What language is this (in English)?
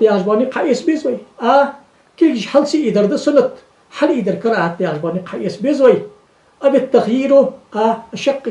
Ingush